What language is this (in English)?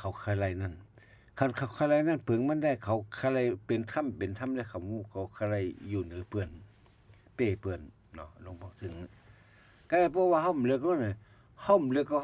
Shan